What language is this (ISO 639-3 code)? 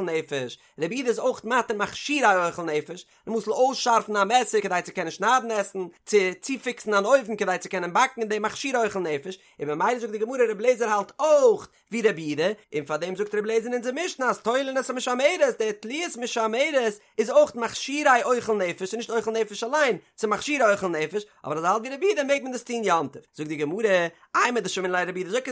yid